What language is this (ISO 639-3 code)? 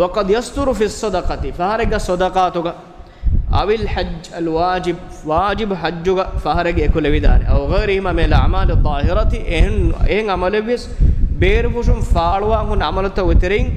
div